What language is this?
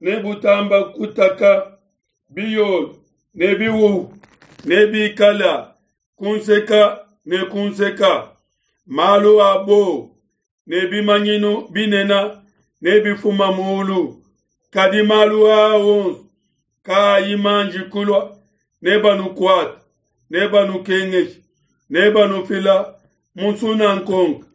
Luba-Lulua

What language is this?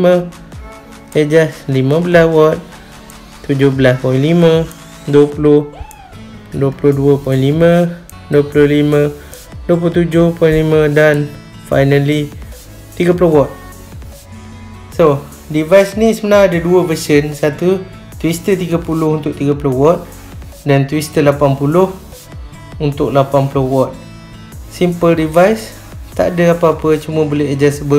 Malay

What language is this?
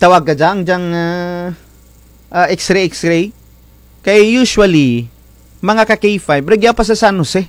Kinaray-a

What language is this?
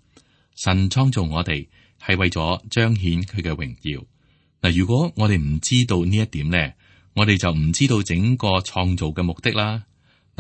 Cantonese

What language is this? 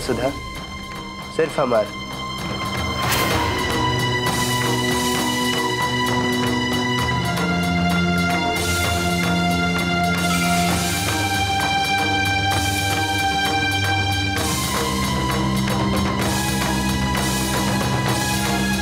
Bhojpuri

